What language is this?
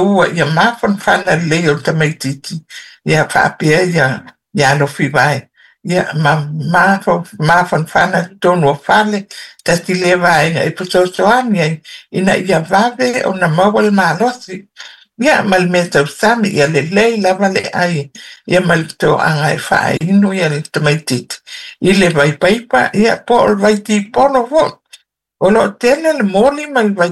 Samoan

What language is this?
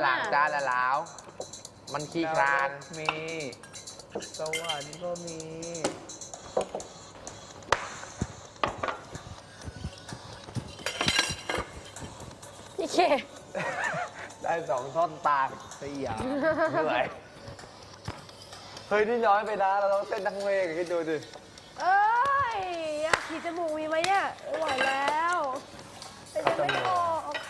Thai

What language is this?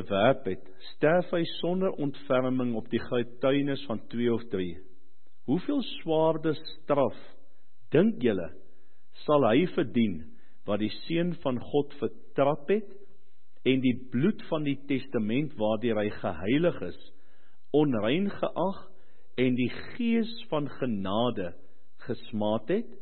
Afrikaans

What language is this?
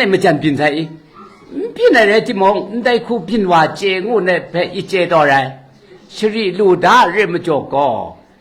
Kachin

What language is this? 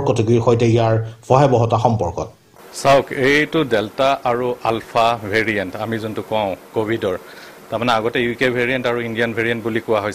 Assamese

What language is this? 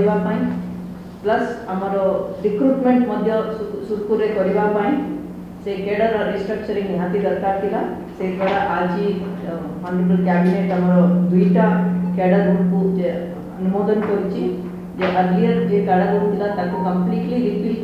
Odia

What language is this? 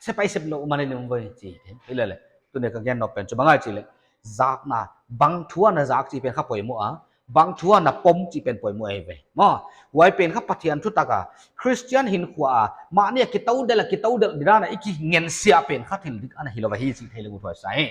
Paite Chin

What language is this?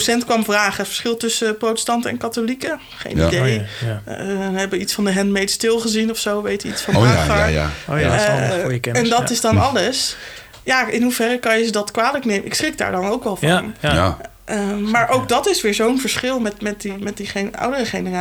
Dutch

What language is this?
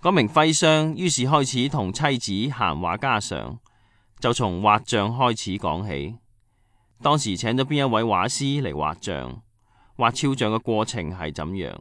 Cantonese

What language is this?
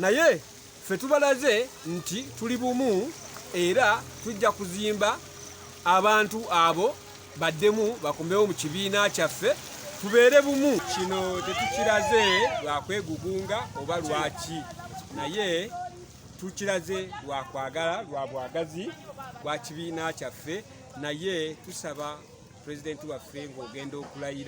Ganda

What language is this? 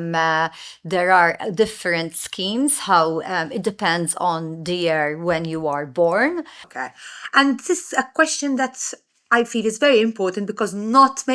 English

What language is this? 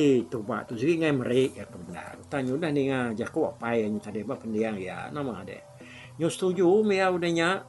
Iban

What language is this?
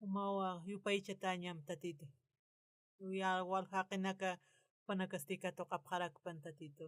Aymara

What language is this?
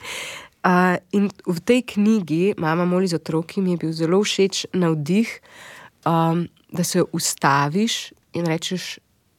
Slovenian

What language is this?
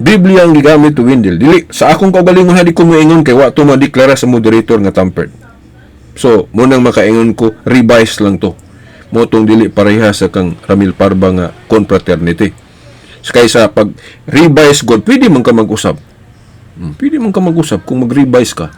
Cebuano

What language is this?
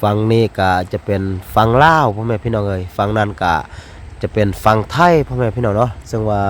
Lao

